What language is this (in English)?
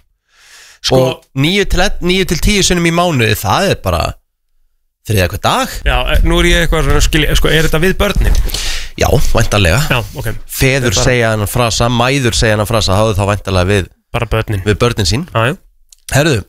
Icelandic